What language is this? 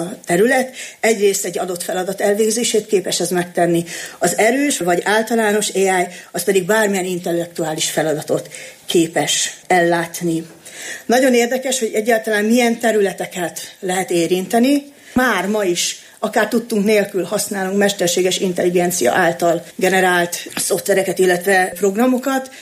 Hungarian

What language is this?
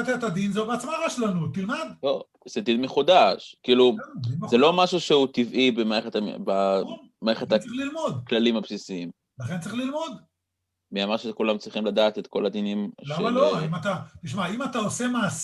Hebrew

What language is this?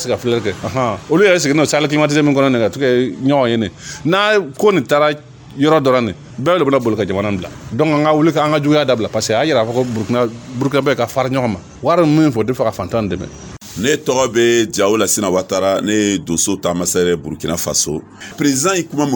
Dyula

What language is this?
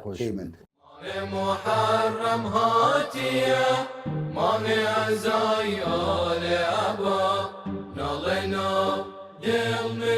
Southern Kurdish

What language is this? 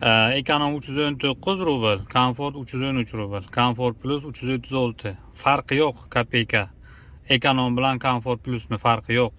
Uzbek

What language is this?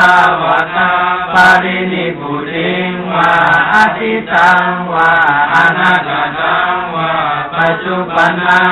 Pali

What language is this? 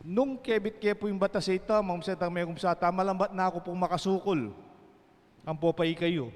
Pampanga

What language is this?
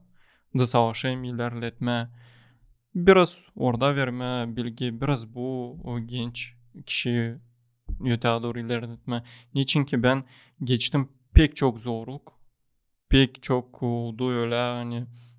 Gagauz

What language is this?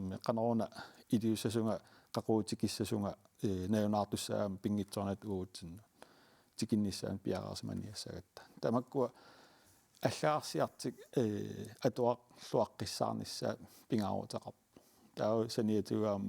Kalaallisut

